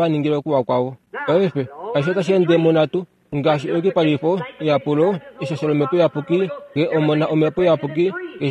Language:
Kuanyama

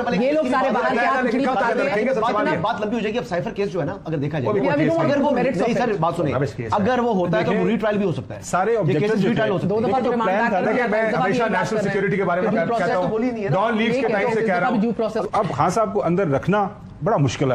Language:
Urdu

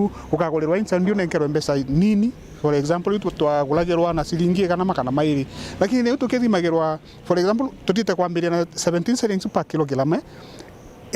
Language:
Meru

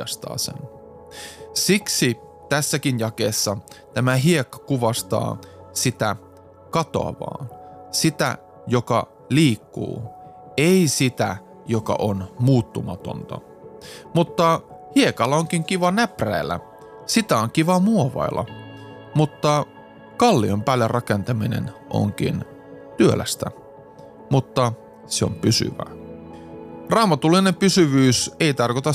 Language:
Finnish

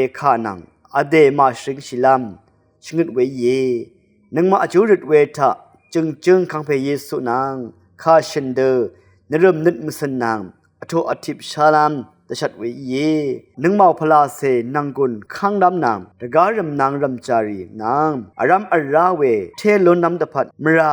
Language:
Rawang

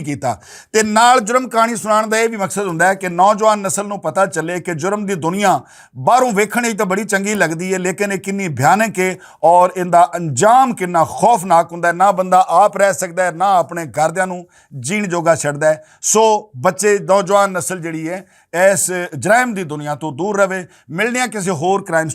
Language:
Western Panjabi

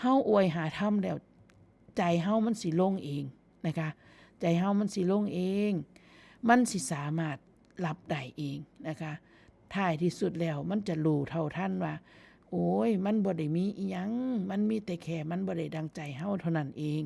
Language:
Northeastern Thai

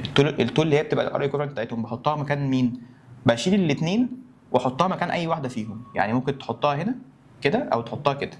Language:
Egyptian Arabic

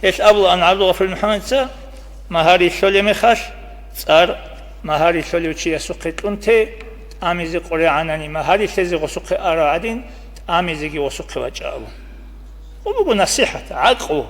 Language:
Avaric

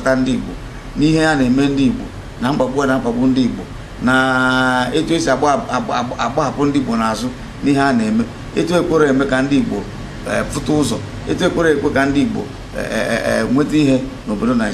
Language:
Igbo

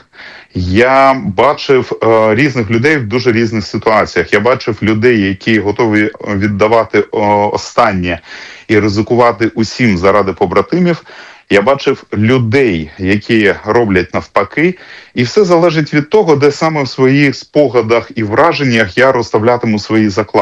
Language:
Ukrainian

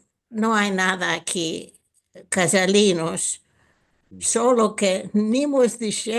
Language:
Ladino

